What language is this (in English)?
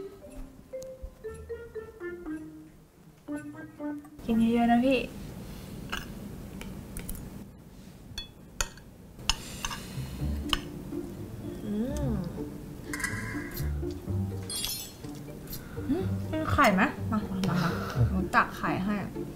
Thai